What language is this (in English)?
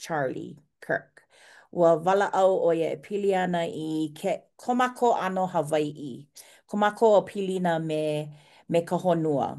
Hawaiian